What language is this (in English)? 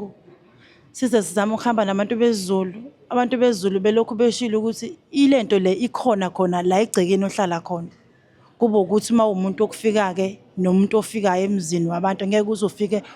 Zulu